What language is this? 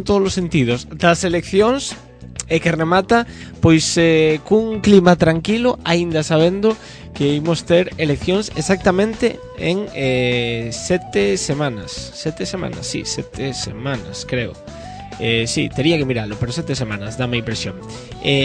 Galician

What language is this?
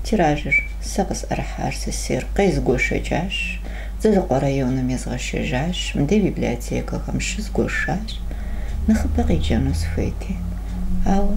Kabardian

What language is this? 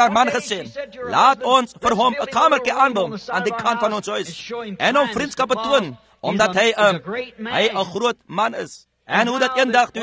Afrikaans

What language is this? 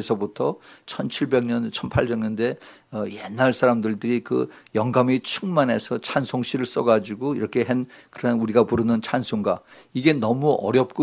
Korean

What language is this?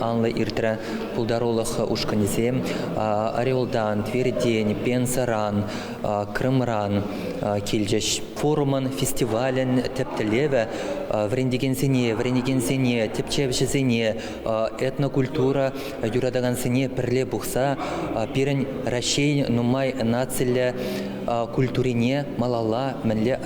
Chuvash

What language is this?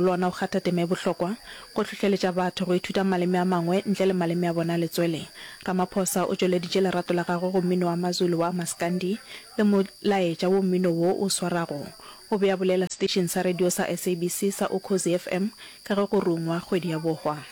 Northern Sotho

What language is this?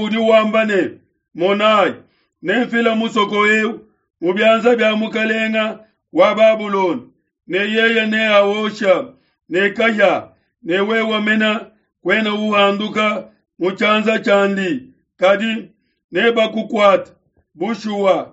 Luba-Lulua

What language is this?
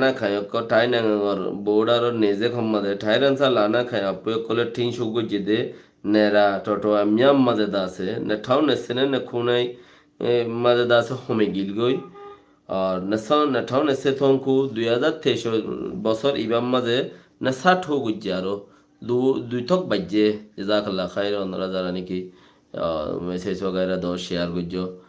Rohingya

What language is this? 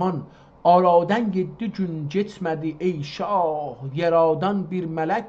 South Azerbaijani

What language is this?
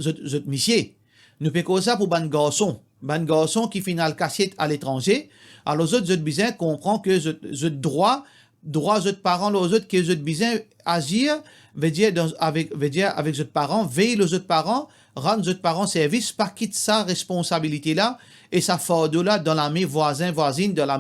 Morisyen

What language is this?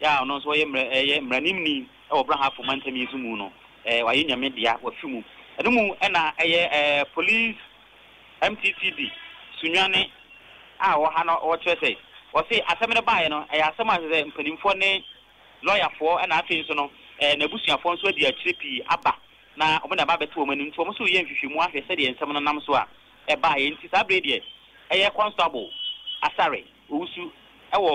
Akan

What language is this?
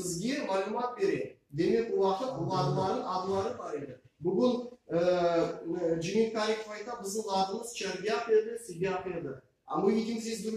Crimean Tatar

